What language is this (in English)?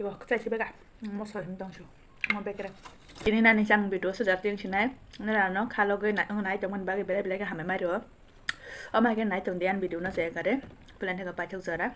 Kok Borok